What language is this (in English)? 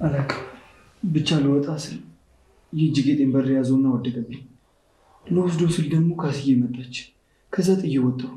Amharic